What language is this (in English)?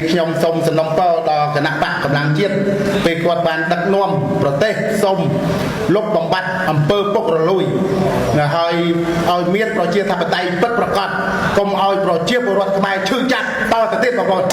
Khmer